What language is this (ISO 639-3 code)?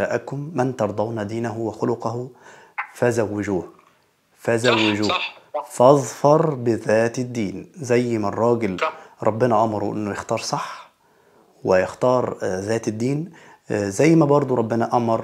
arz